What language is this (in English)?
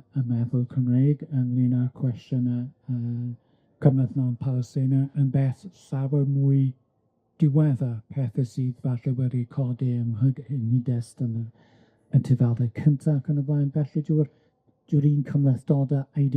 Welsh